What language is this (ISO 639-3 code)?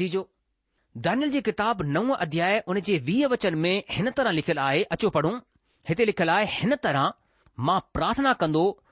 snd